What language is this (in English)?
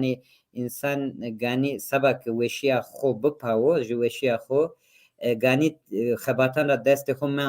Zaza